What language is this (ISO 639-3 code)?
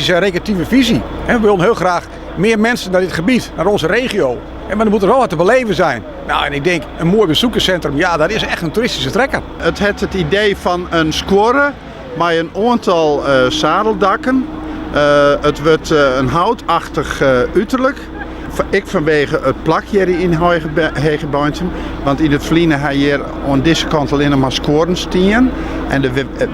fry